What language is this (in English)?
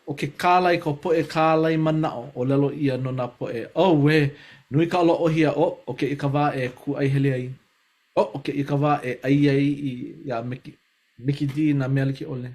Hawaiian